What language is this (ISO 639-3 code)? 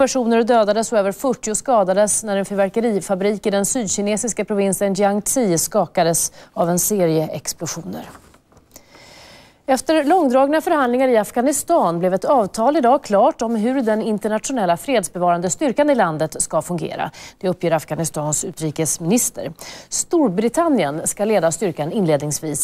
swe